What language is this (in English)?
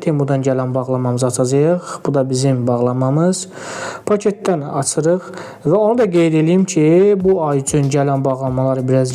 Azerbaijani